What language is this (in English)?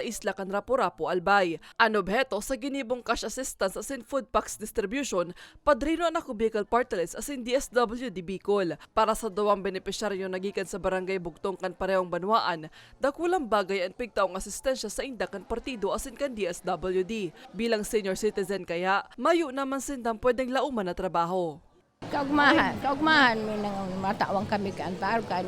Bikol